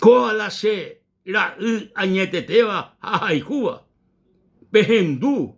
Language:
Guarani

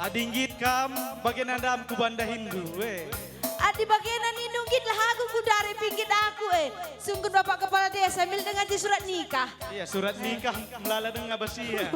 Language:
Batak Karo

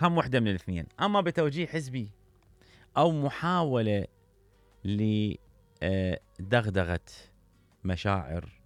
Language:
Mesopotamian Arabic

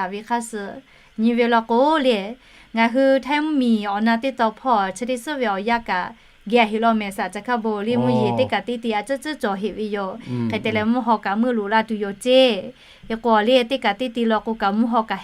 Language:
Lahu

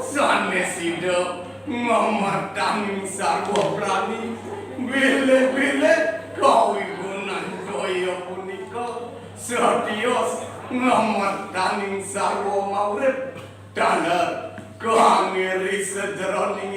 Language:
Balinese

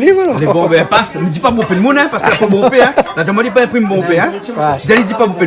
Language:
Réunion Creole French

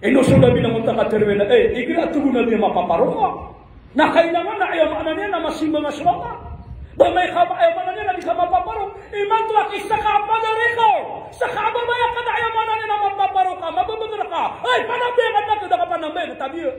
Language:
Maranao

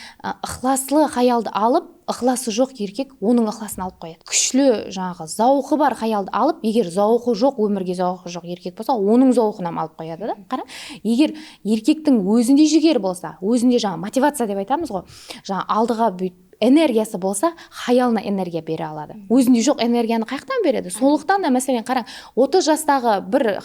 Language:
Kara-Kalpak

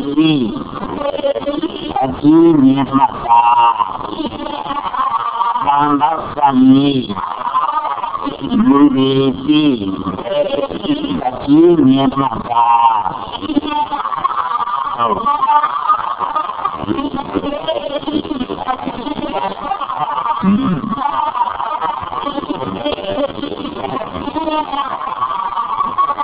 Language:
Burmese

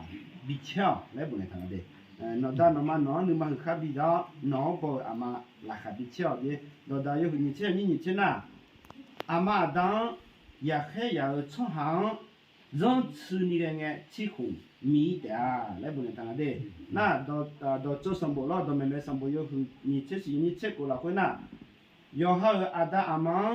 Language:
Akha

